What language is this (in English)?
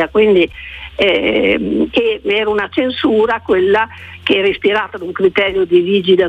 Italian